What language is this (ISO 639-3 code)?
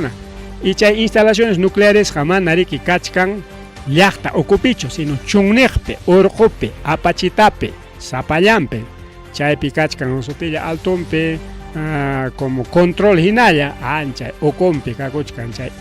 quy